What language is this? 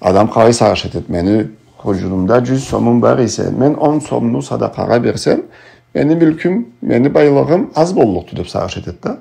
Karachay-Balkar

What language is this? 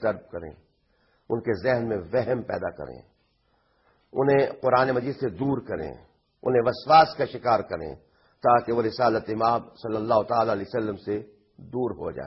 Urdu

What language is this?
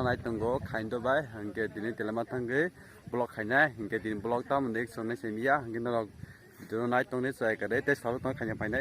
Kok Borok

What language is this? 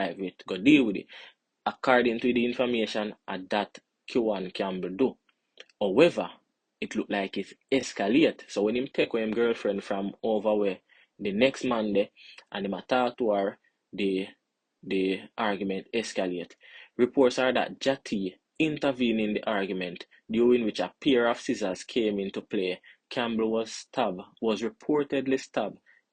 Jamaican Creole English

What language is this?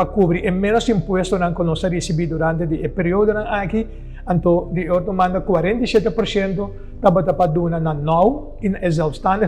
Papiamento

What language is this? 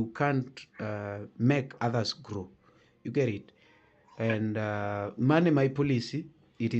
Luo (Kenya and Tanzania)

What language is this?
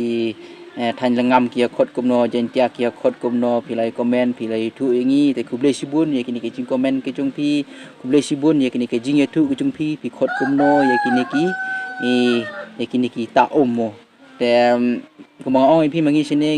Khasi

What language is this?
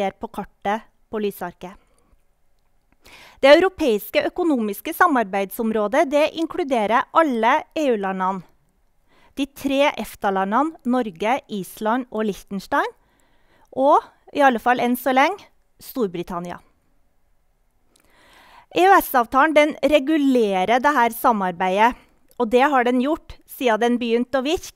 Norwegian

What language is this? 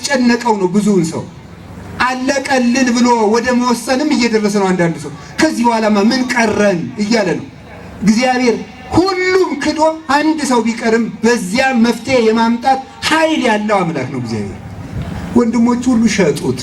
Amharic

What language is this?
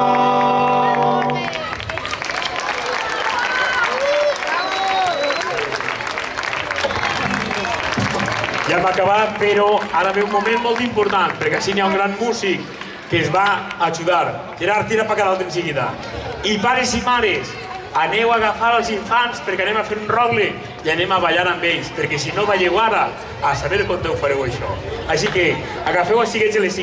Catalan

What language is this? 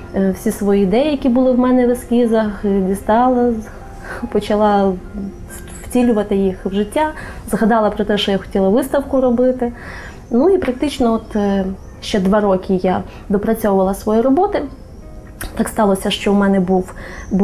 Ukrainian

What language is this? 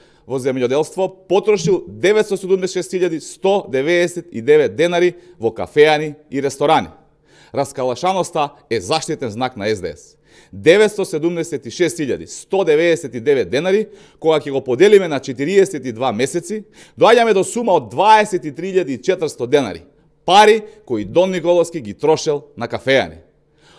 Macedonian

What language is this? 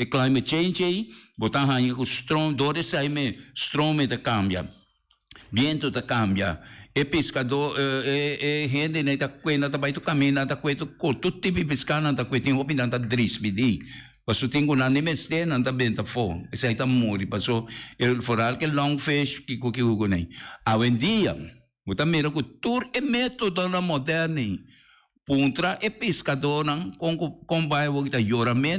Papiamento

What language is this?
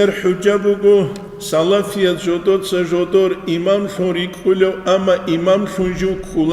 Avaric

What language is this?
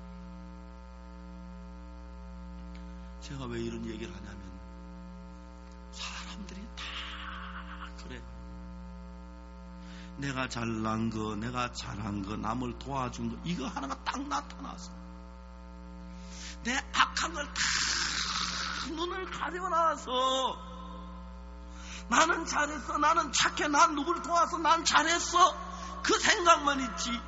Korean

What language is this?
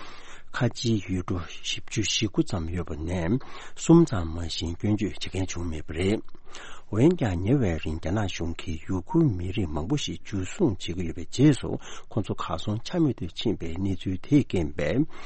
Tibetan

